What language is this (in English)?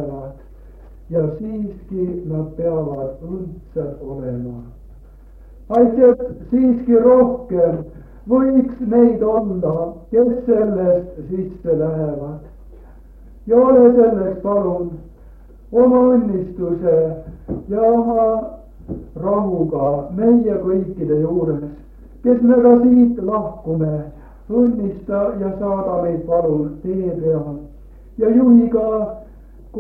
Estonian